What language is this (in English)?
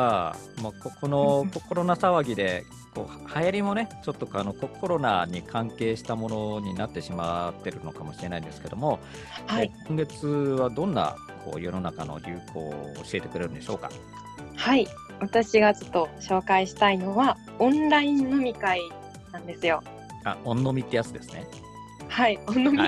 Japanese